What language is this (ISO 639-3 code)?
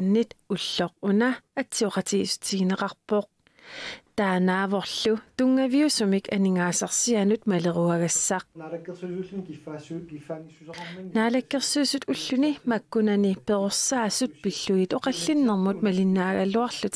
kal